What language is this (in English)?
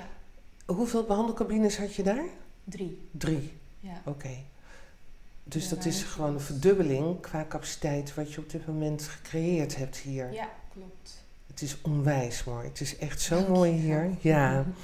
Dutch